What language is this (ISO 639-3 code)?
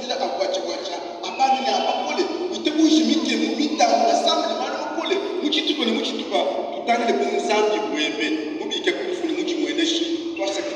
lua